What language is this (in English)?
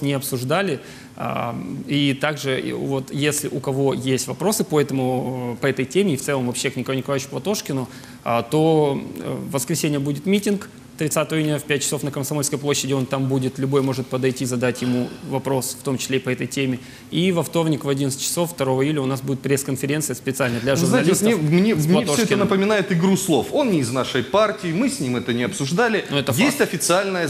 Russian